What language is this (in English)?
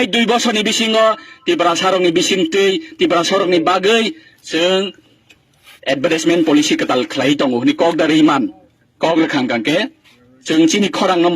Kok Borok